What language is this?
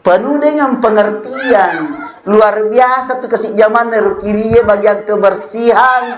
Buginese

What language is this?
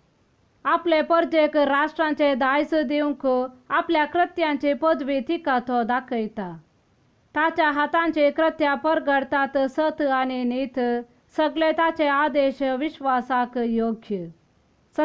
Konkani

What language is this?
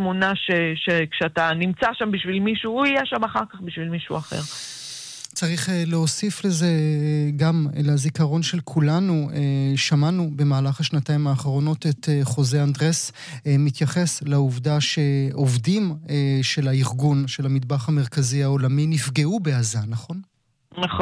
Hebrew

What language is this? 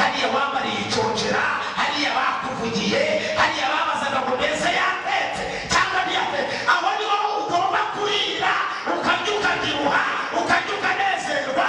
Kinyarwanda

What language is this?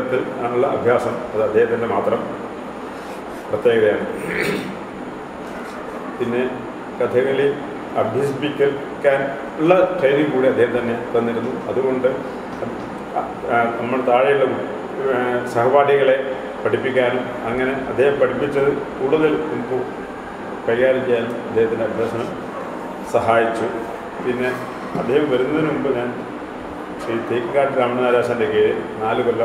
Malayalam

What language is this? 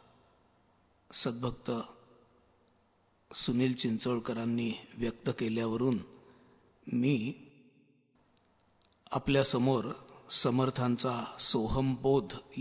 Marathi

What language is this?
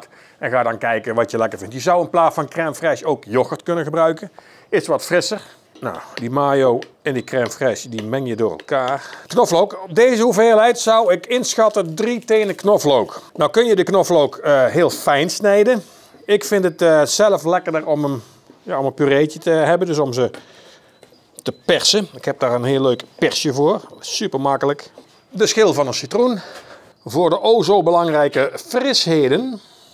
Dutch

